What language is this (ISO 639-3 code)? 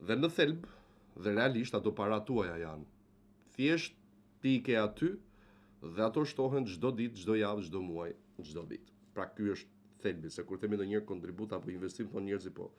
sqi